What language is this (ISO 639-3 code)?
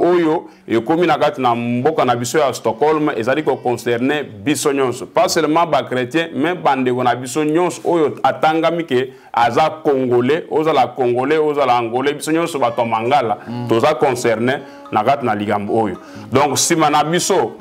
lin